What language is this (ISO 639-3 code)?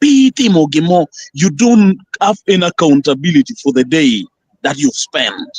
ach